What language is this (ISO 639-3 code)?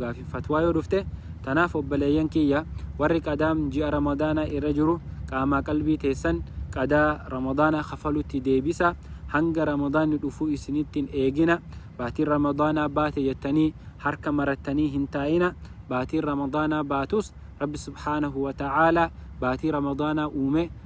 orm